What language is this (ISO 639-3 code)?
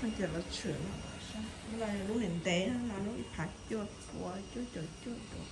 hmn